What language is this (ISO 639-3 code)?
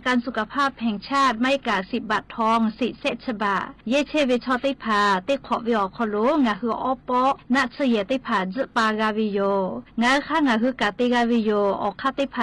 lhu